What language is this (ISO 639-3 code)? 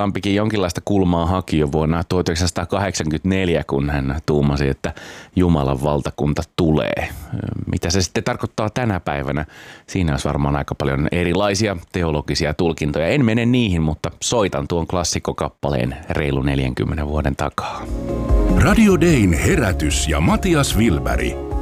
fin